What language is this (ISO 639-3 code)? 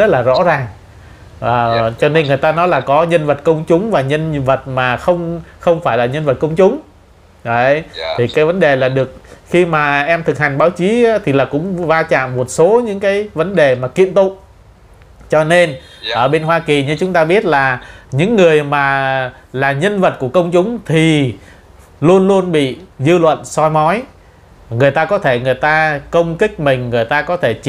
vie